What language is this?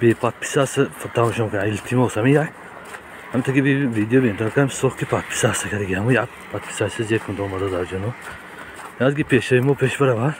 Tajik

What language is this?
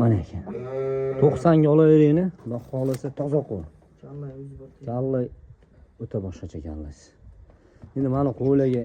Uzbek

